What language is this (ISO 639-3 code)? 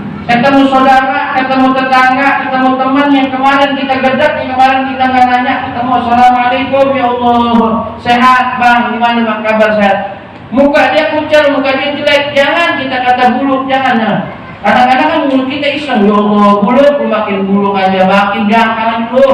bew